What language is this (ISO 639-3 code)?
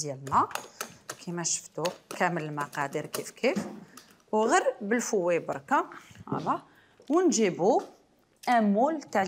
arq